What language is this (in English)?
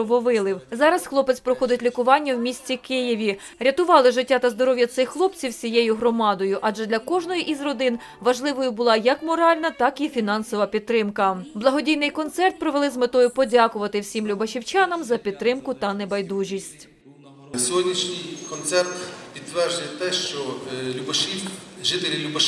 Ukrainian